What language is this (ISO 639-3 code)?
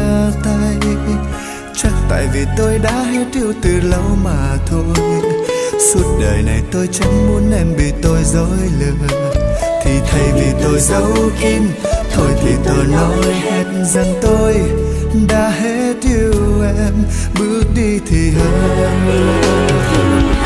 vie